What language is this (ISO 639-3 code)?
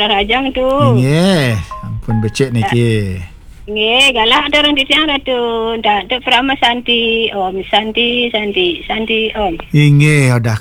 ban